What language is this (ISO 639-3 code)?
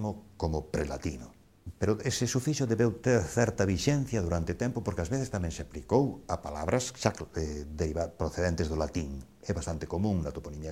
glg